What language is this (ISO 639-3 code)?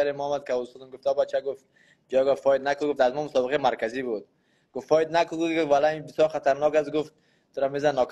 fas